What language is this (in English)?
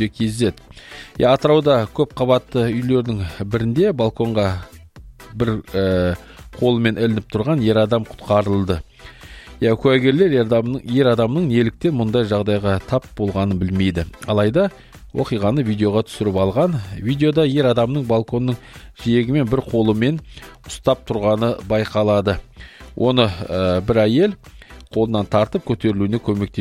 Kazakh